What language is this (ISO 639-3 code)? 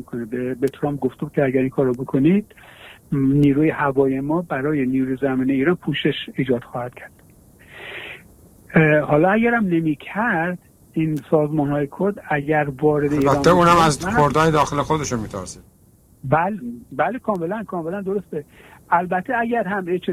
fas